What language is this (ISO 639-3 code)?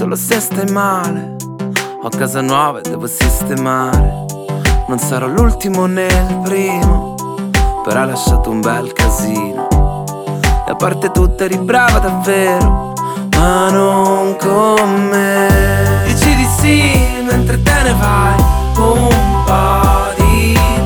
ita